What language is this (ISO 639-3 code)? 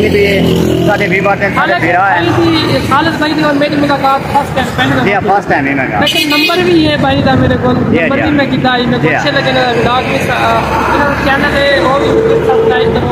skr